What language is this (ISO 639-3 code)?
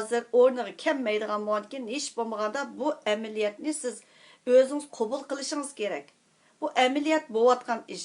uig